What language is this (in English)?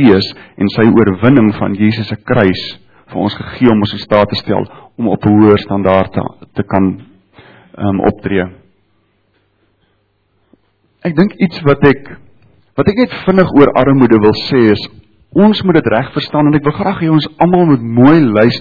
Afrikaans